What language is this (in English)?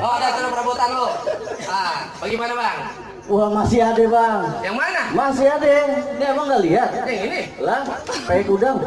Betawi